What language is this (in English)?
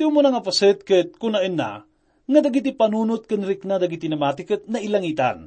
Iloko